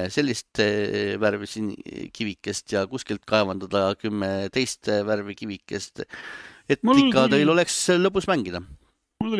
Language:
Estonian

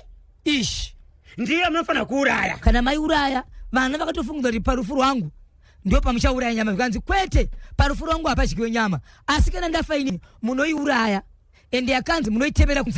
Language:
Shona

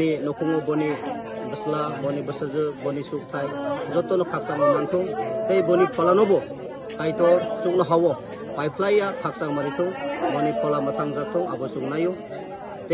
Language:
Kok Borok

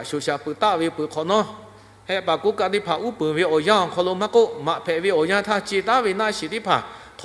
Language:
Lahu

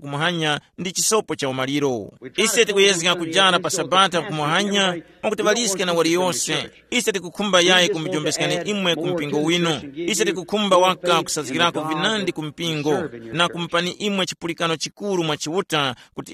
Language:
Tumbuka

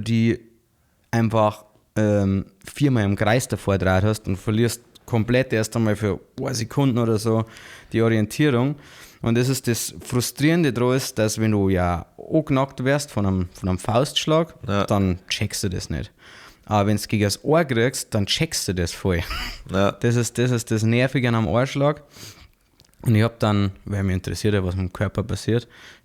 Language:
Bavarian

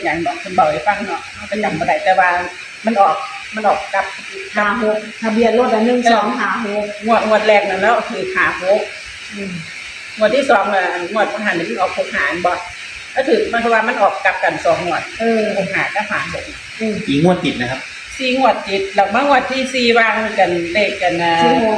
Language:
Northeastern Thai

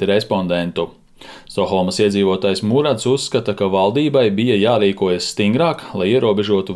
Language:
Latvian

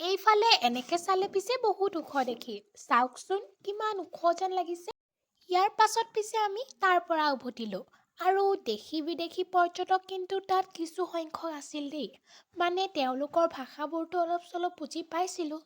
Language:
Assamese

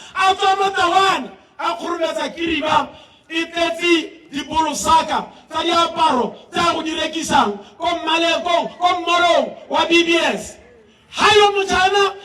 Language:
Tswana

